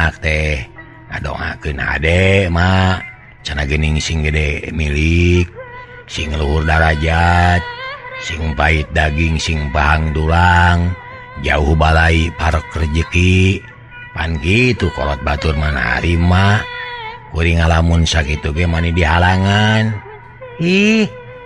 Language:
Sundanese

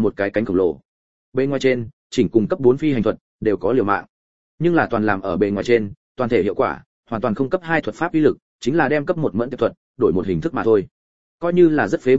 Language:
Vietnamese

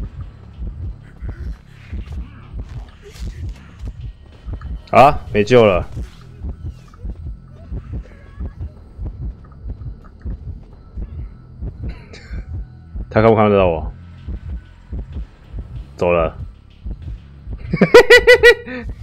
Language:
Chinese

